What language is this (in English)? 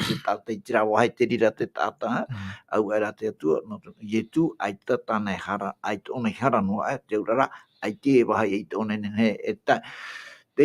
Tahitian